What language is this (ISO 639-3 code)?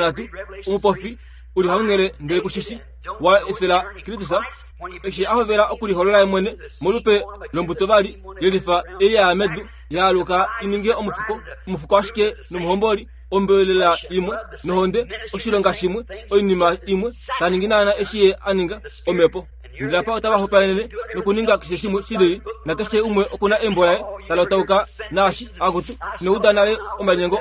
kua